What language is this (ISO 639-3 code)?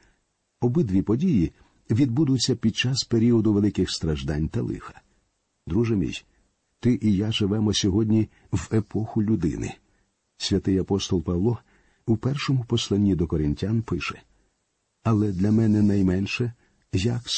ukr